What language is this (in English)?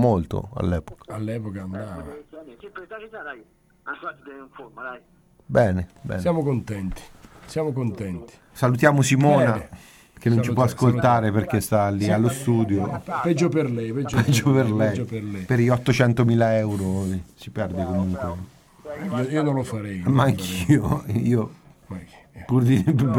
Italian